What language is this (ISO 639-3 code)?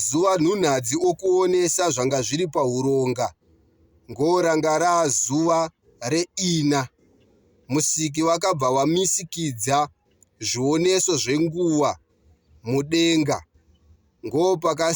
sna